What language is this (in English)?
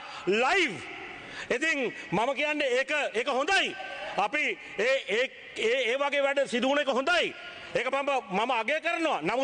Sinhala